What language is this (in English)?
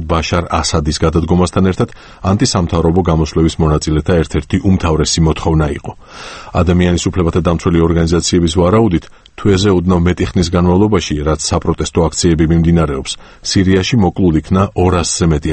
Georgian